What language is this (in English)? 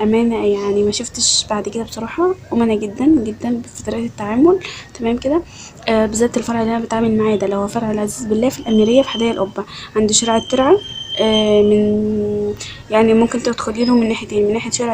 Egyptian Arabic